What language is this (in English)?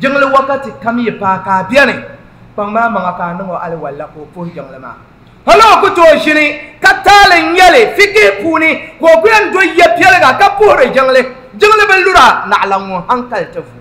Dagbani